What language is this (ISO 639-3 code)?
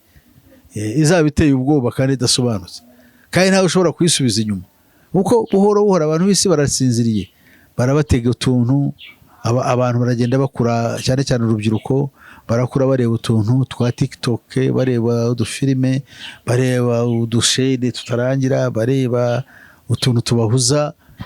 kin